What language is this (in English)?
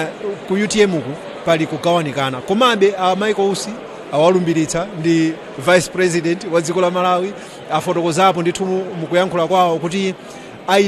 Nyanja